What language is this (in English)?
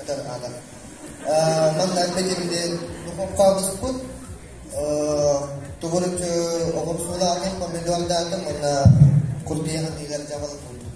Yakut